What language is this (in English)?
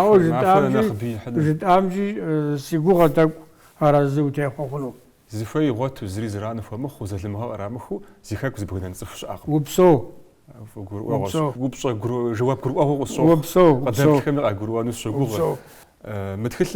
Kabardian